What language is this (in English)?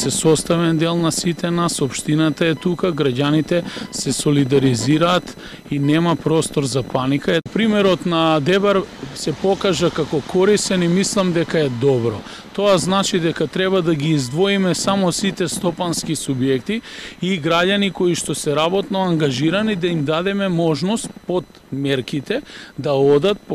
Macedonian